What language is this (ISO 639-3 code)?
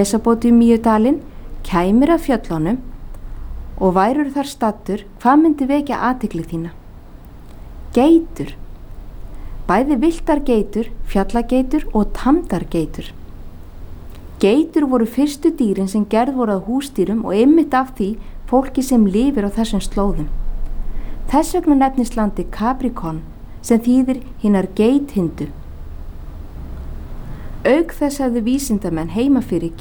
isl